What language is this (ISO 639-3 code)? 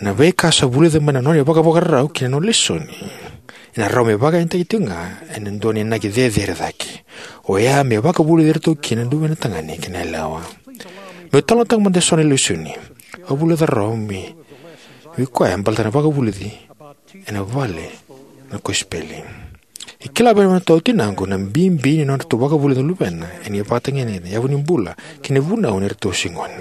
fij